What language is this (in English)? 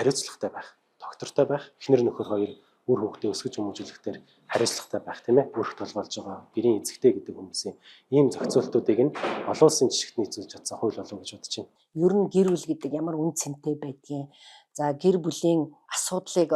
Mongolian